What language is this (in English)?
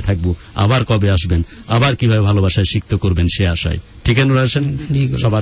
Bangla